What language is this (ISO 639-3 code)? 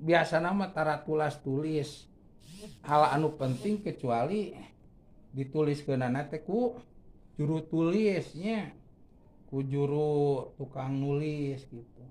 sun